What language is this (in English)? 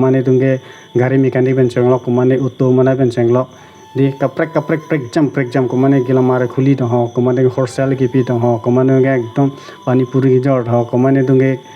Karbi